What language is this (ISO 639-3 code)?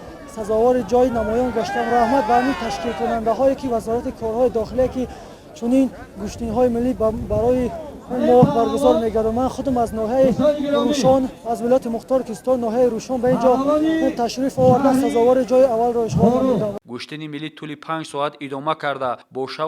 tgk